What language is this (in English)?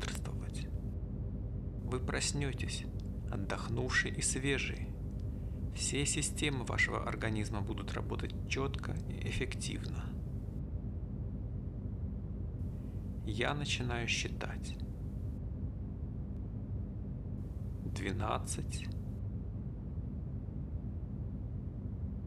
Russian